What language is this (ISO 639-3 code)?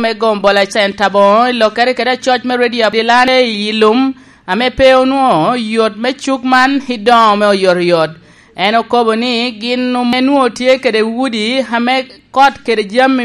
laj